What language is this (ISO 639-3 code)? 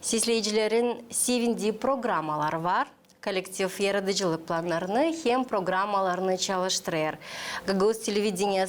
gag